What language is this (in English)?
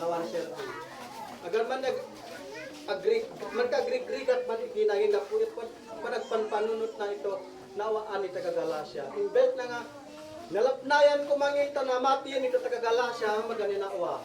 Isnag